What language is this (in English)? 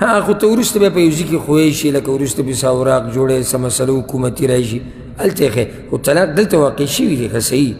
Pashto